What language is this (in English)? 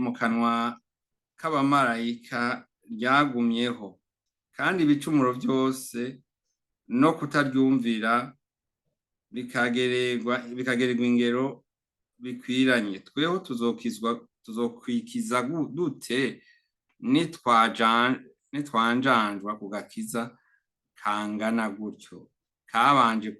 Rundi